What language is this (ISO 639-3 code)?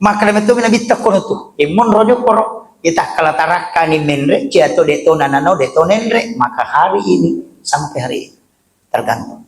bug